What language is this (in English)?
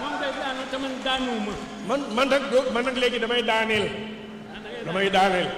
Wolof